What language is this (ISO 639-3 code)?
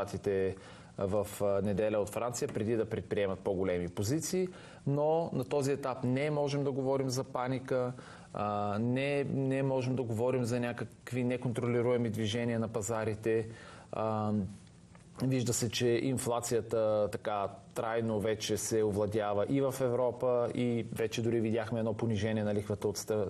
bul